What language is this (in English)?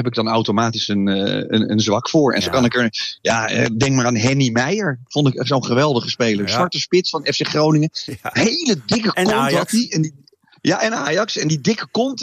Dutch